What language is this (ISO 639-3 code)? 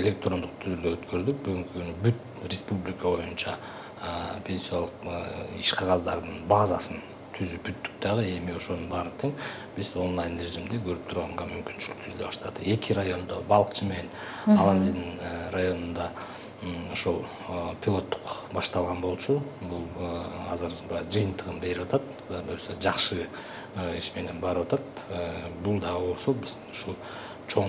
kir